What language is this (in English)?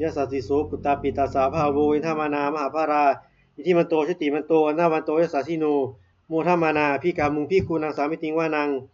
Pali